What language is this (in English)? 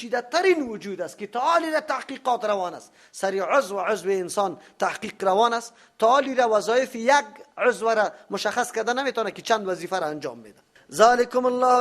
Persian